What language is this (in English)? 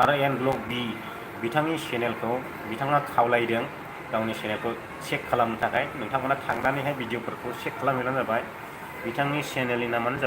Bodo